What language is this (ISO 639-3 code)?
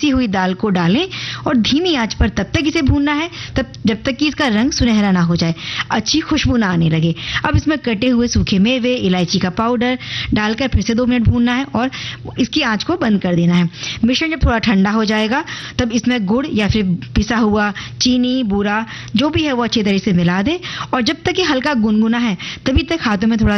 hin